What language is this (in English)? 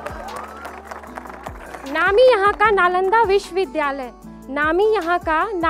Bhojpuri